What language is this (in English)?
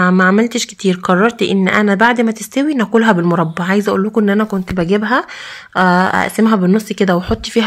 Egyptian Arabic